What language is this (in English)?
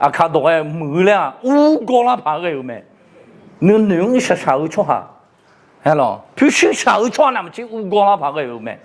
Akha